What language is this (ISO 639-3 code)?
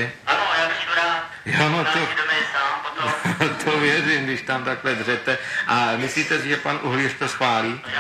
ces